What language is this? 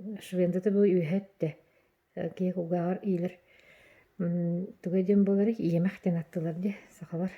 Yakut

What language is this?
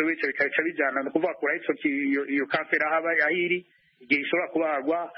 Kinyarwanda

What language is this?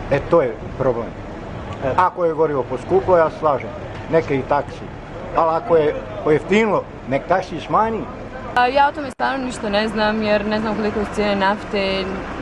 Bosnian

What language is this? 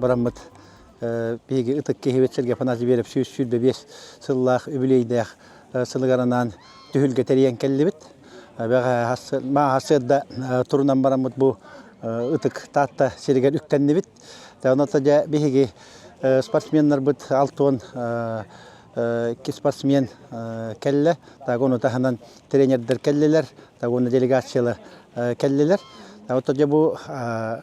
Yakut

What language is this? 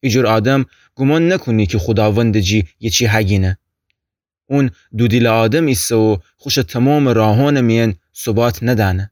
Gilaki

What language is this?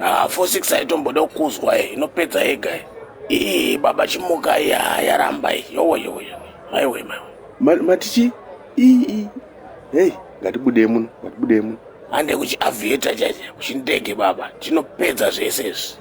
Shona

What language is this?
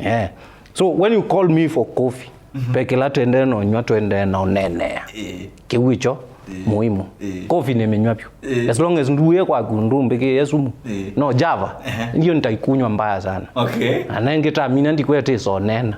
Kamba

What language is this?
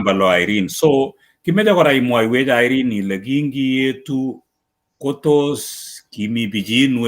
Kalenjin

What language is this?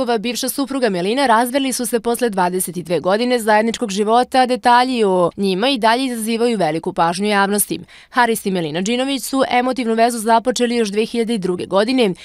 Macedonian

